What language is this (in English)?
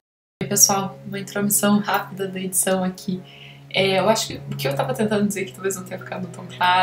Portuguese